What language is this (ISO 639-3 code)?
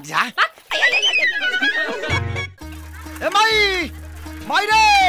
bho